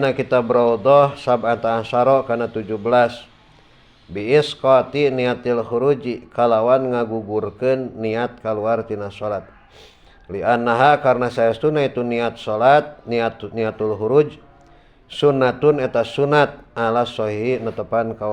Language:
Sundanese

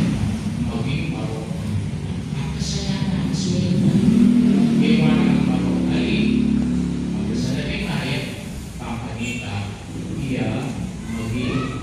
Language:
Pampanga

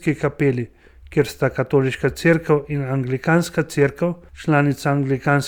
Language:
Slovenian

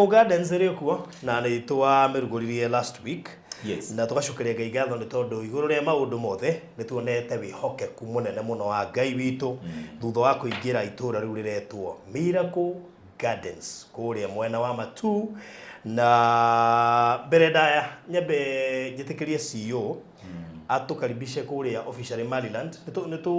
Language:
Kikuyu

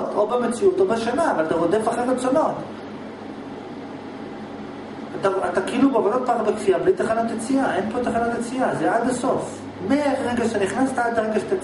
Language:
Hebrew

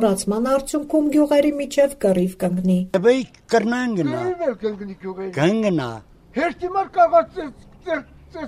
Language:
Armenian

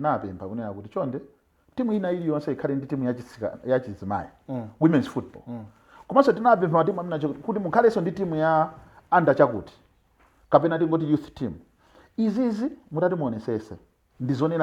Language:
Nyanja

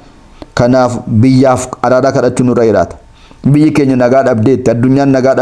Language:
Oromo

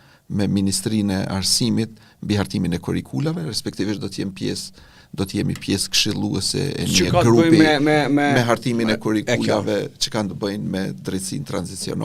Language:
Albanian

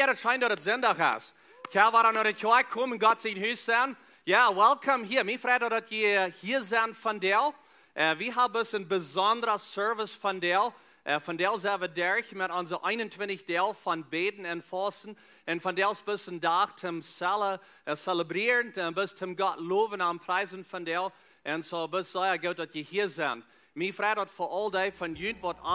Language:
Plautdietsch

